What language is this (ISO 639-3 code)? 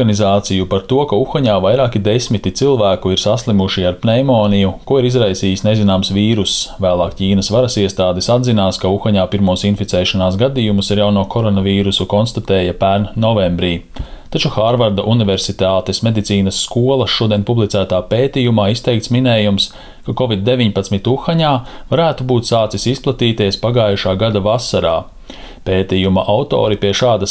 lav